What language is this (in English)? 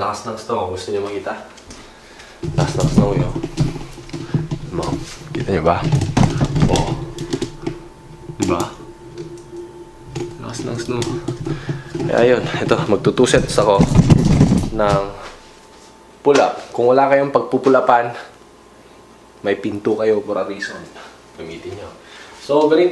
Filipino